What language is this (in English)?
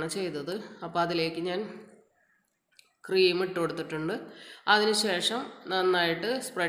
Malayalam